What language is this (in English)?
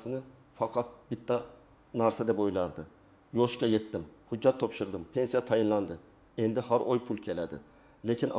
Uzbek